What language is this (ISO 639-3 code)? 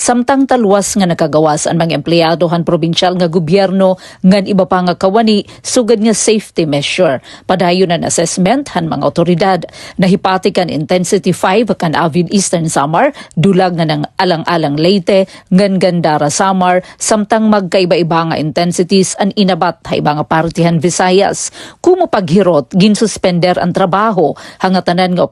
war